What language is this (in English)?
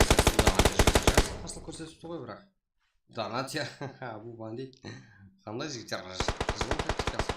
Kara-Kalpak